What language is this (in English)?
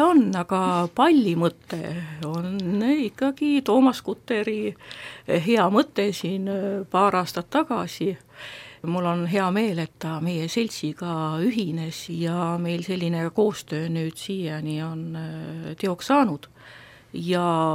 Estonian